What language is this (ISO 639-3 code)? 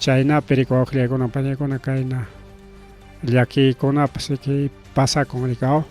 quy